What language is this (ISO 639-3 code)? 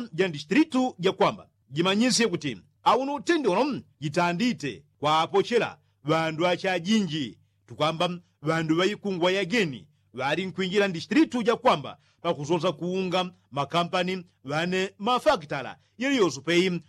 yao